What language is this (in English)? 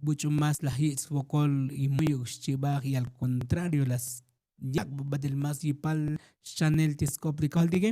Tzotzil